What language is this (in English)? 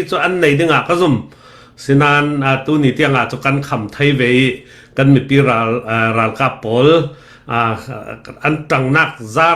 Falam Chin